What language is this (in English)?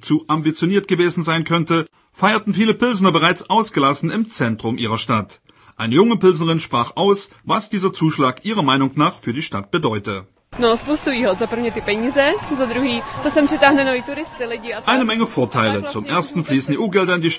German